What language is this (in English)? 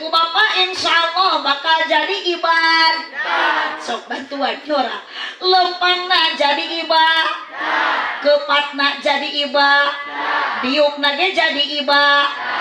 Sundanese